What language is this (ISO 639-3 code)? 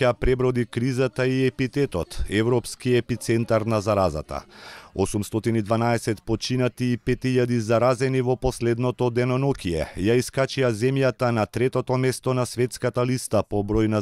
mkd